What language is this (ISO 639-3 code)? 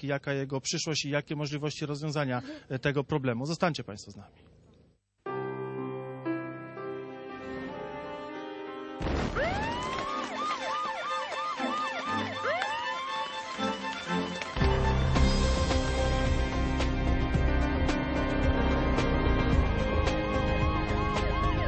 pol